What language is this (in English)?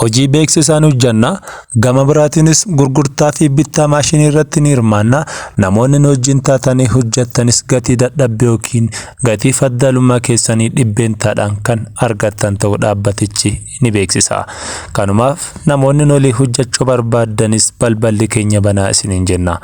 Oromo